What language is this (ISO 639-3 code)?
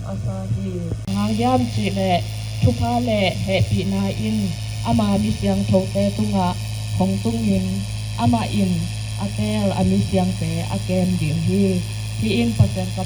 ctd